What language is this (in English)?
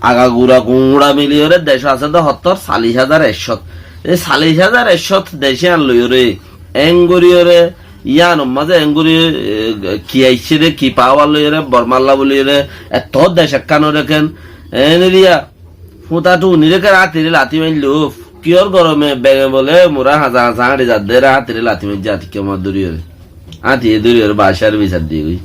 Rohingya